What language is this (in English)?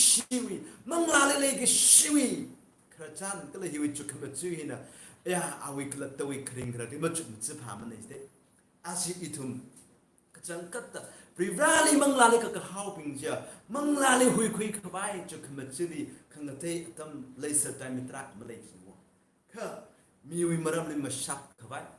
Tangkhul Naga (India)